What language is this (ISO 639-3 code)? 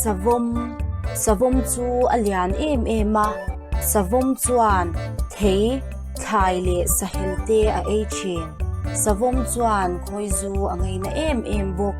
lus